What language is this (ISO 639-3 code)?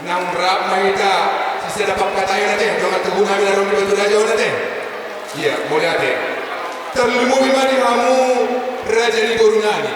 bbc